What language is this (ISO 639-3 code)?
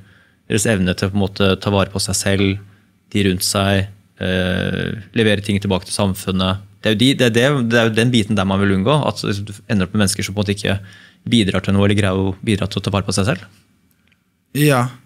nor